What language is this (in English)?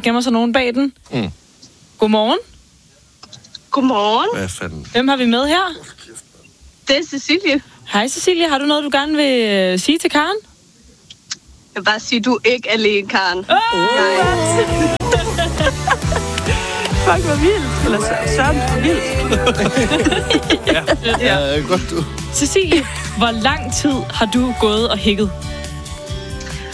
Danish